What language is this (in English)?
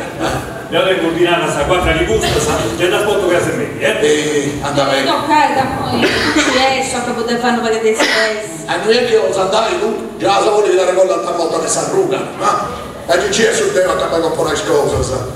Sardinian